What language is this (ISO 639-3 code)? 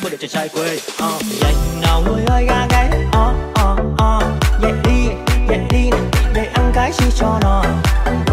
vie